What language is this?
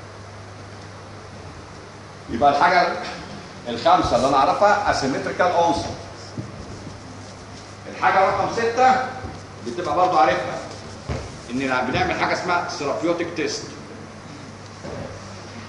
Egyptian Arabic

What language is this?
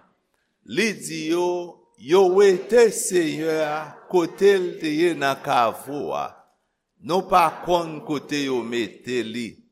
Haitian Creole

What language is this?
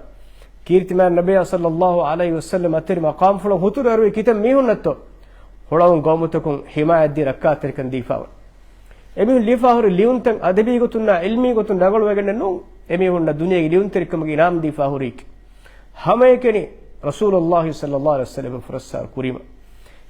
Divehi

